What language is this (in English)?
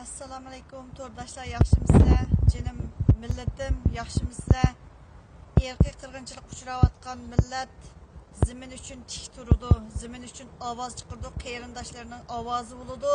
Uyghur